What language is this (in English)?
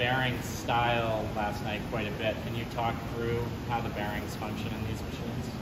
English